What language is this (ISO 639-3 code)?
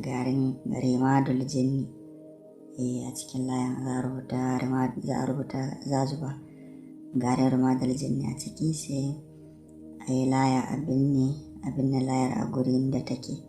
hau